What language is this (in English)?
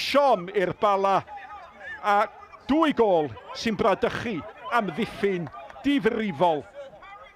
Welsh